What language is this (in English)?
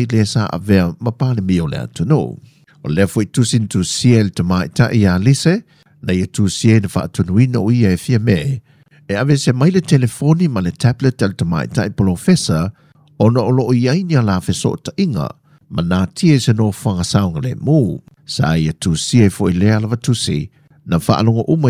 Samoan